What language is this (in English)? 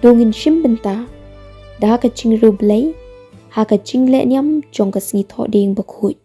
Khasi